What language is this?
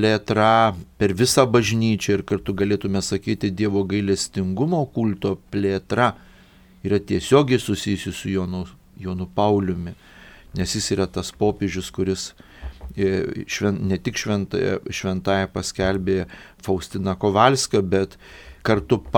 Lithuanian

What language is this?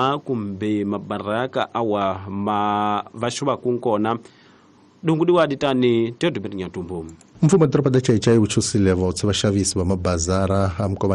Tsonga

